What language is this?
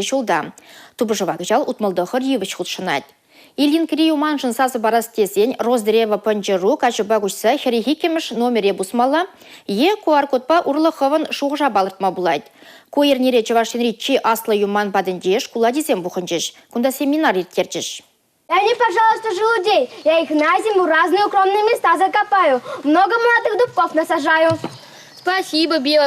Chuvash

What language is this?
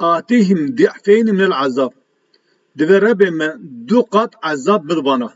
Kurdish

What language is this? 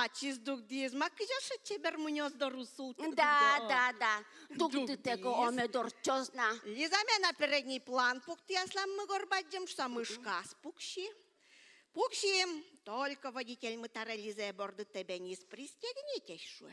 Udmurt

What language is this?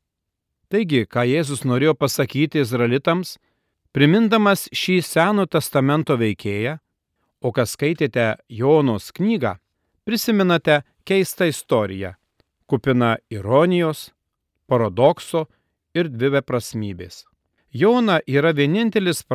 Lithuanian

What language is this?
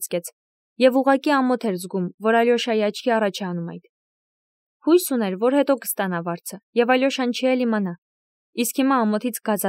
Armenian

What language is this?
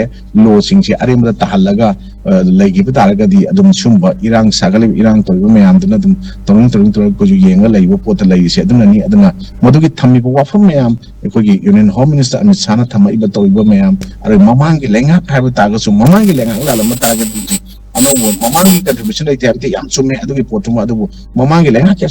Manipuri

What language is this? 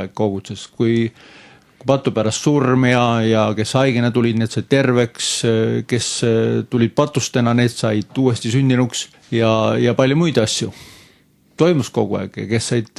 Estonian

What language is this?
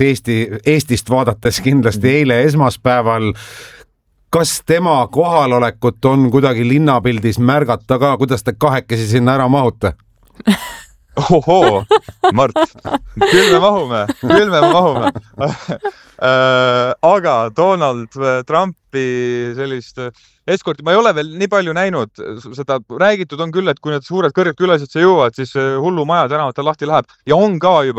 Estonian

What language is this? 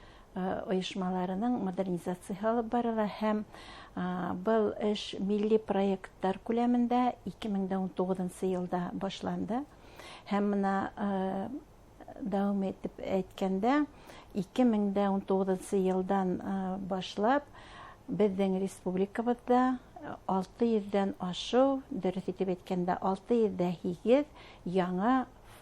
Bashkir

